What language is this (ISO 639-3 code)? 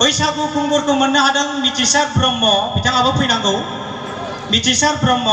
brx